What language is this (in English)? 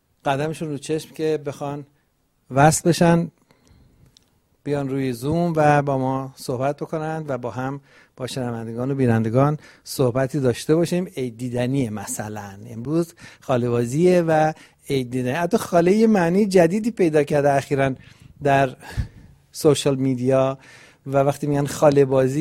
Persian